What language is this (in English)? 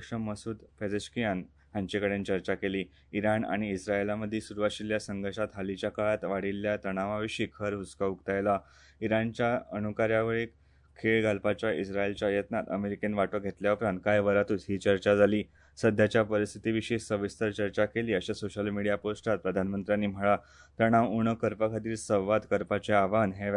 Konkani